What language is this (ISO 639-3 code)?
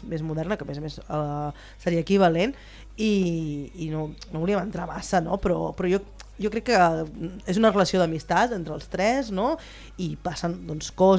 cat